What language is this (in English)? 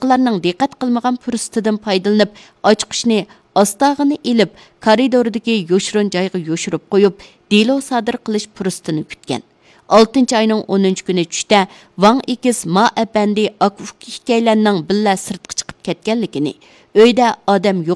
Uyghur